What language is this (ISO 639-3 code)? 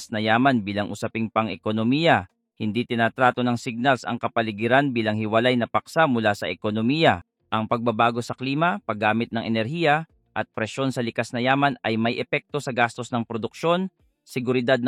fil